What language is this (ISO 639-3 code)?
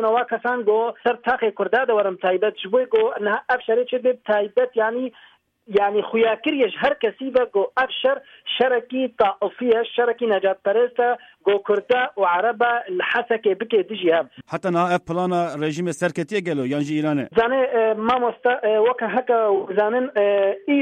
kur